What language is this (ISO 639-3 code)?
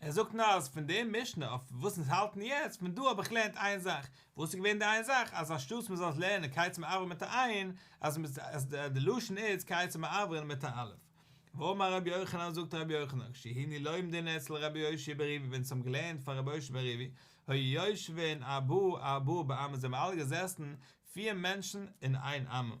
yid